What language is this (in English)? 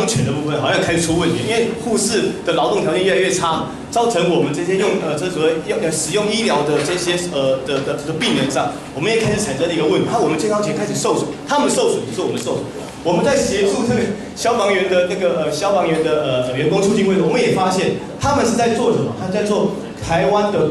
Chinese